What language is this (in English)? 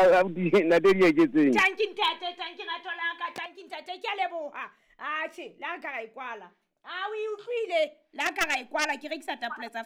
Southern Sotho